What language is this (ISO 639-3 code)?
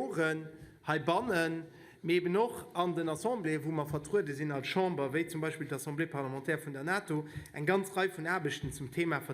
ltz